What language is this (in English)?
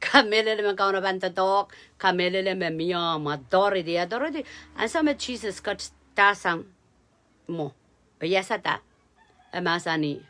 Pohnpeian